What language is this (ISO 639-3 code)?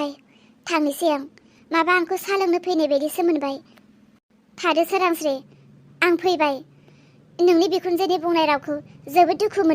brx